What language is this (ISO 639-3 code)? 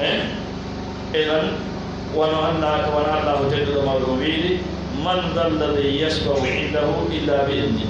fuf